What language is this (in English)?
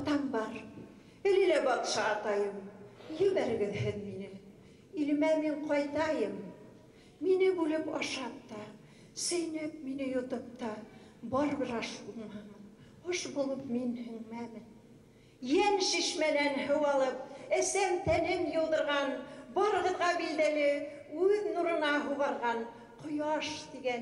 Bashkir